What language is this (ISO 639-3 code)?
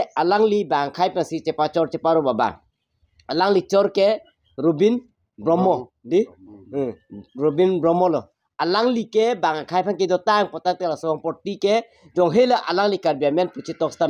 mjw